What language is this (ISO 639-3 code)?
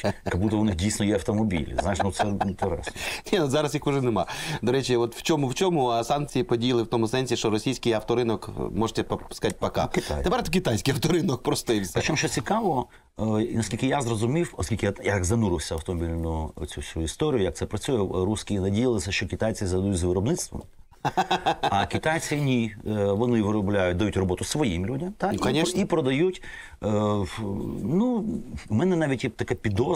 ukr